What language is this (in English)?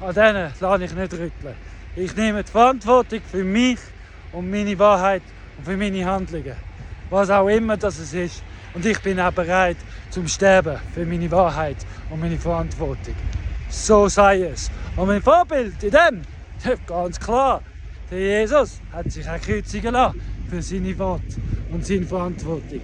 Swiss German